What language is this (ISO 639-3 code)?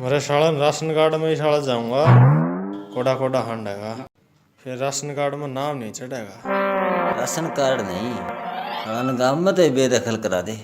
bgc